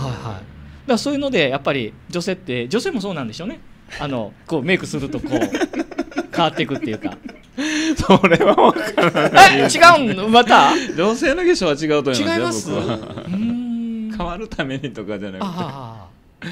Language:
Japanese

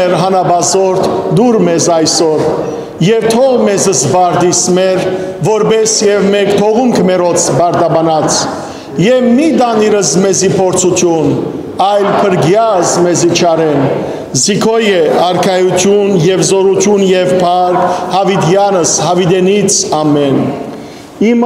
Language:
Western Armenian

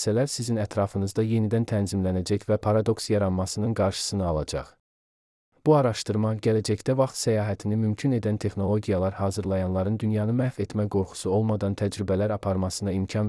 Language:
Azerbaijani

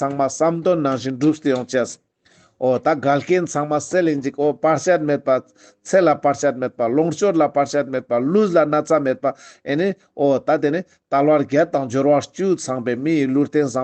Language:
Ladakhi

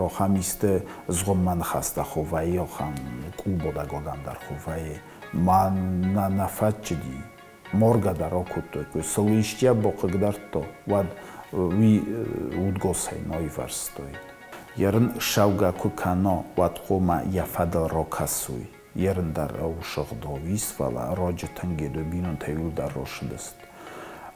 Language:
Ossetic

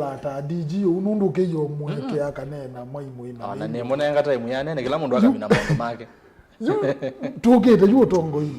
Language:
Kamba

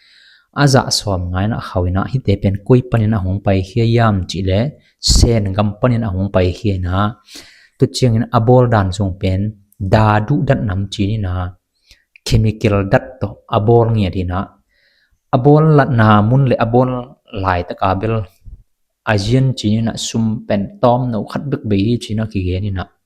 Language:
Tedim Chin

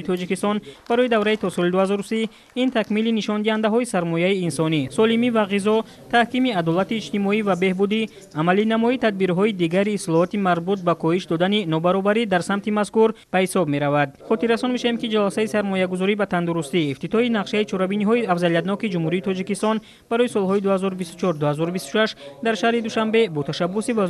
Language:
Tajik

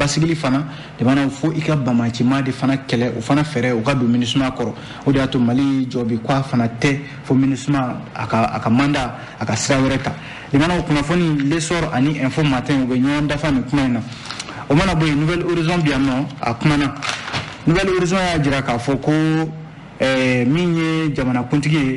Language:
Bambara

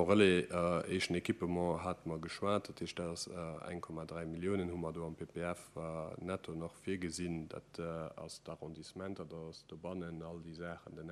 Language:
Luxembourgish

